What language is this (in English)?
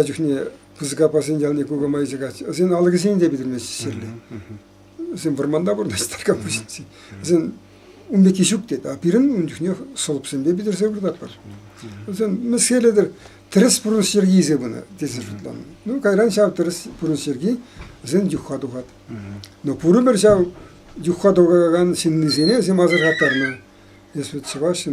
Chuvash